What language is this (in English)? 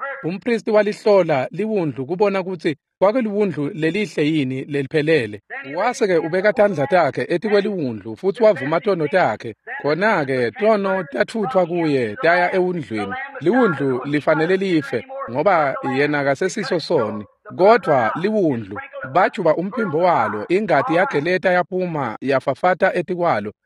Swati